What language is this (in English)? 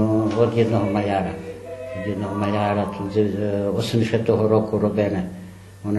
Rusyn